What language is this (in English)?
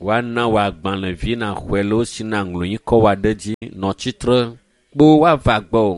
Ewe